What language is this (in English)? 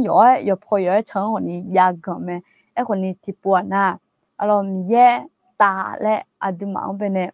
Akha